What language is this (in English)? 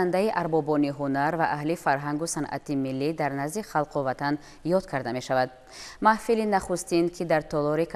Tajik